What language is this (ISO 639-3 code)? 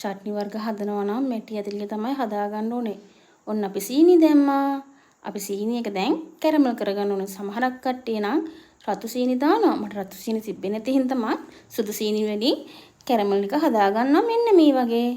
sin